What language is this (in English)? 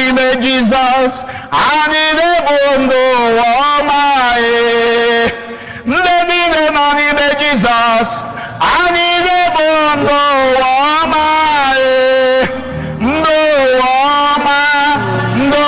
Igbo